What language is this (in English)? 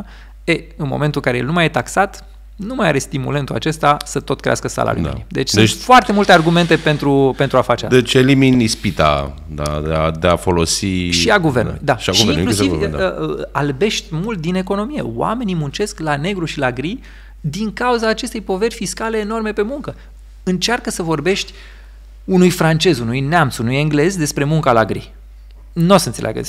Romanian